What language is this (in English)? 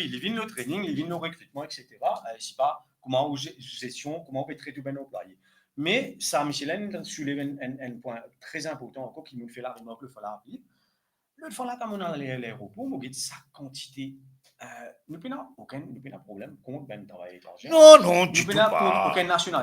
Morisyen